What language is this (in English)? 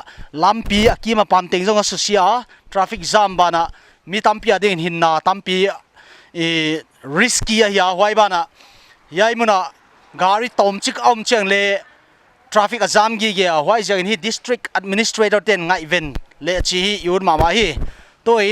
Paite Chin